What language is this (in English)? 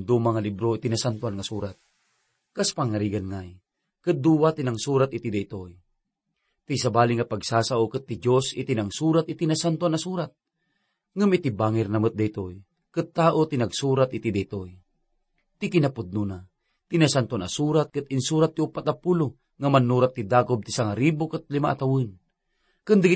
Iloko